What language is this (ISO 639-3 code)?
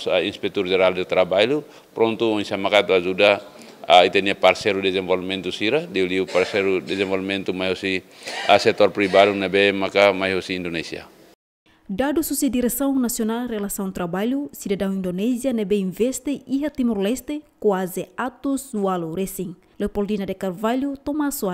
tet